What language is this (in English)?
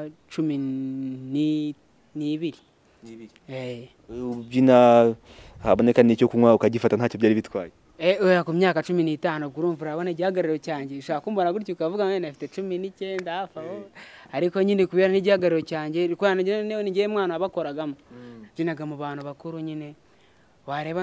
Kinyarwanda